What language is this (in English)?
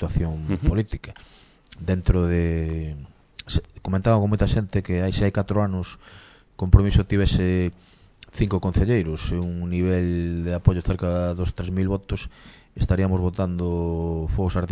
Galician